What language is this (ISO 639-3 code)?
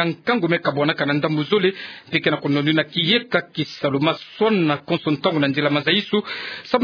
ktu